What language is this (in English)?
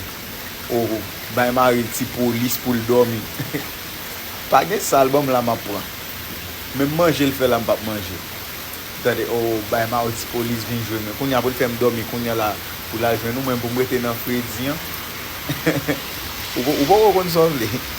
Haitian Creole